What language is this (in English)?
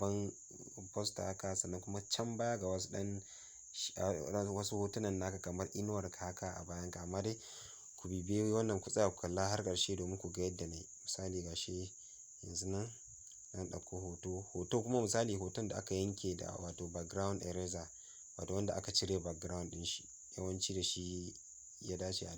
Hausa